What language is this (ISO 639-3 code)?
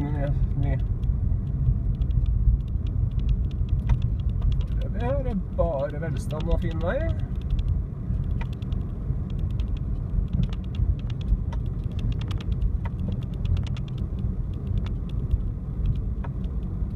nor